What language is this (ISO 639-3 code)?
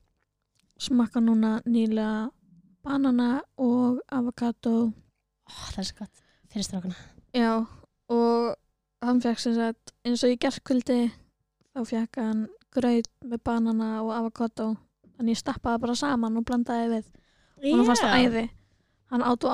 isl